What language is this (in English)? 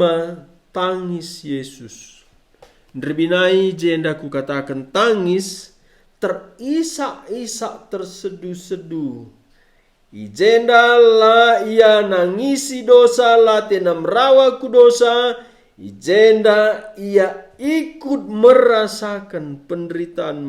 Batak Karo